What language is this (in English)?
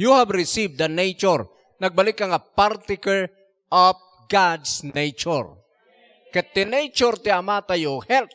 Iloko